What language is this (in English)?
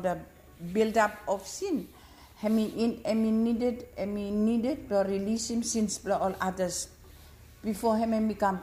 Bislama